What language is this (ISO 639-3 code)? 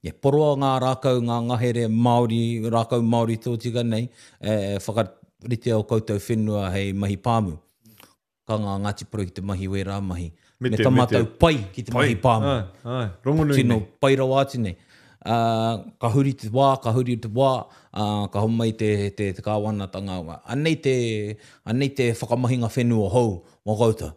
mri